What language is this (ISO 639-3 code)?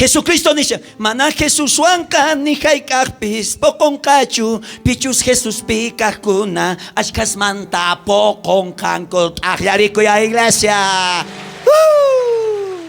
quh